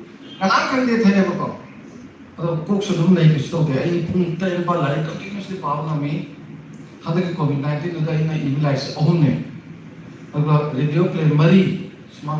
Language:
Manipuri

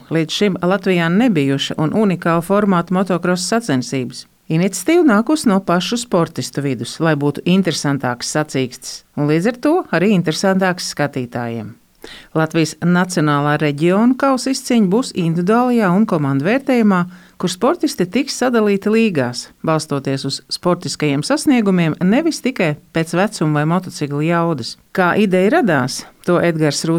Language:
Latvian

